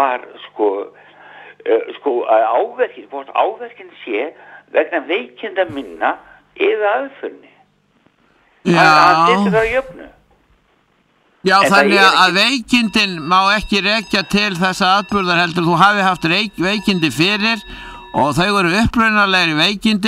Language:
Icelandic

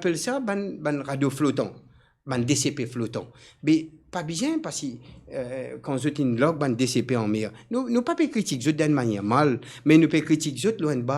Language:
Morisyen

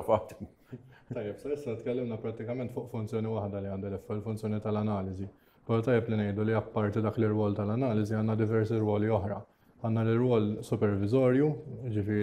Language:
Maltese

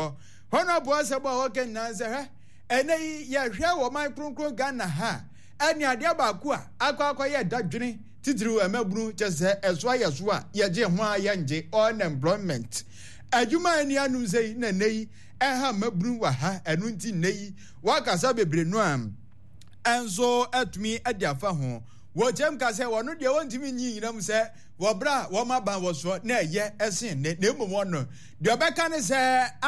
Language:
Akan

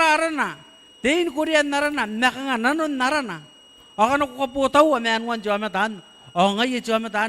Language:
Gilbertese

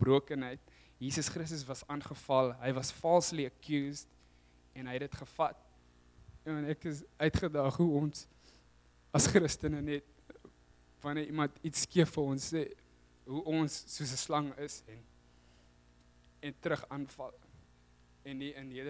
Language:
Afrikaans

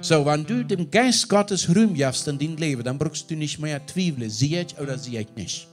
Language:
Plautdietsch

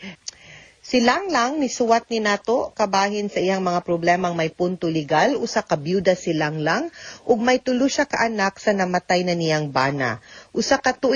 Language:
Cebuano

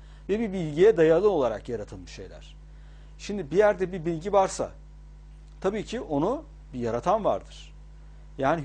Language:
Turkish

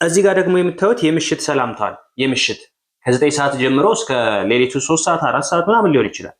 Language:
Amharic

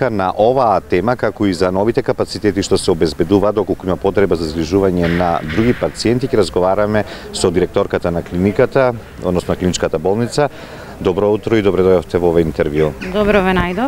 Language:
Macedonian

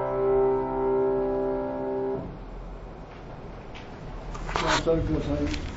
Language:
Japanese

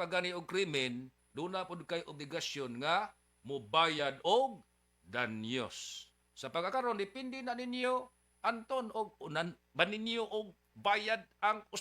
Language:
Cebuano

